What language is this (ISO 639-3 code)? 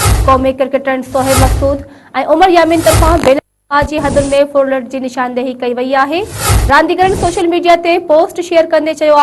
snd